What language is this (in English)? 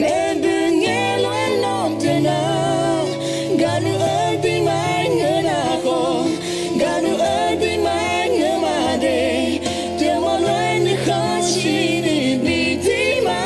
Akha